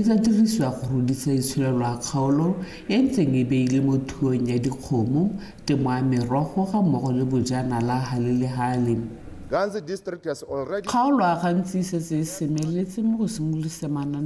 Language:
Tswana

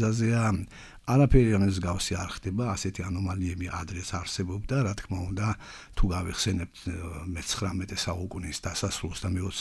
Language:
Georgian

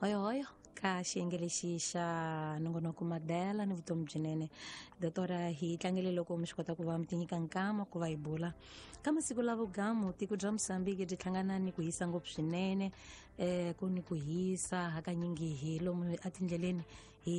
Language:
Tsonga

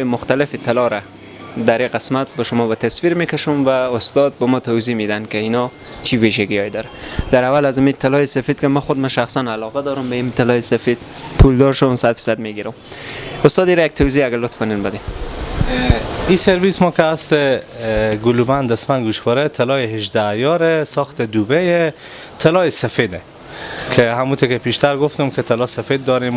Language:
Persian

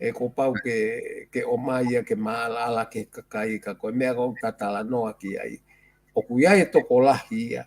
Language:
Tongan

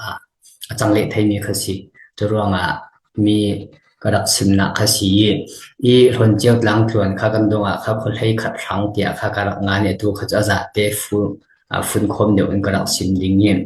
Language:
Falam Chin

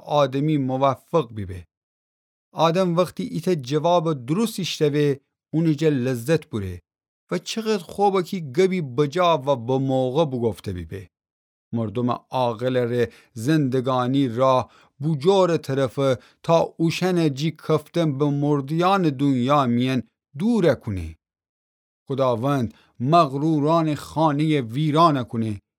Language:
Gilaki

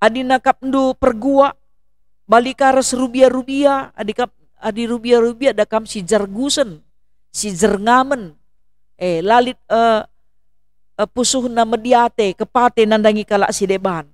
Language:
Batak Karo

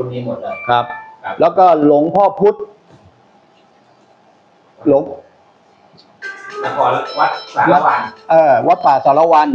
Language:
Thai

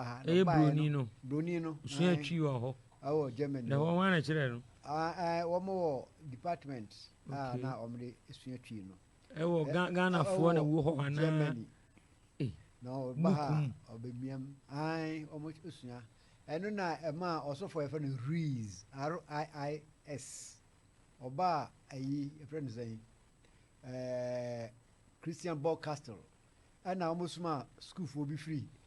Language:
Akan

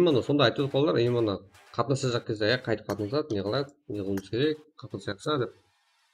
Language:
Kara-Kalpak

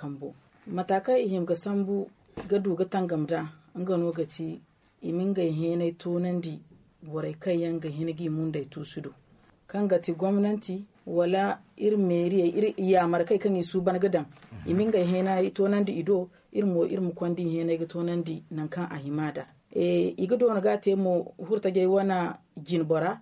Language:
Zarma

